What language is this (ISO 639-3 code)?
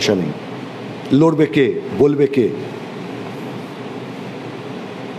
ben